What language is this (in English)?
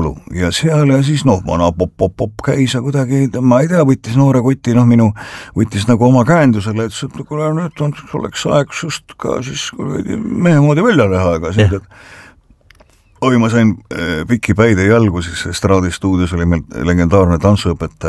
Estonian